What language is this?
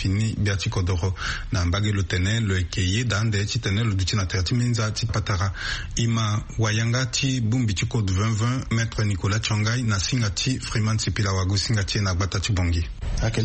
Sango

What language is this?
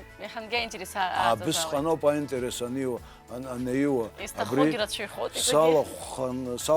Abkhazian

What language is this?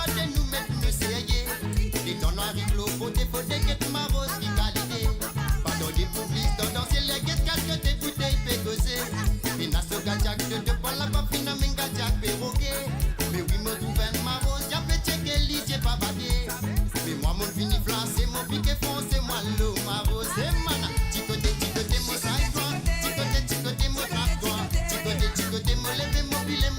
Morisyen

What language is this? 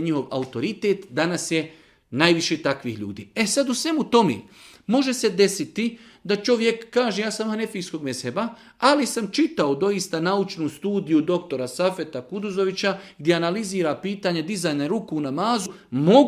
Bosnian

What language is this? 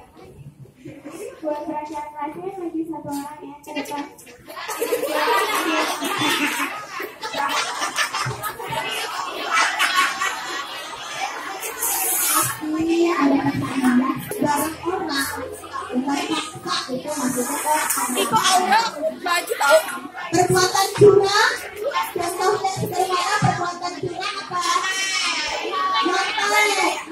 Indonesian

